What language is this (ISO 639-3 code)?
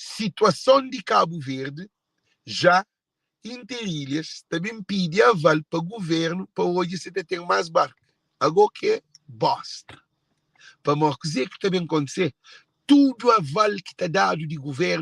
kea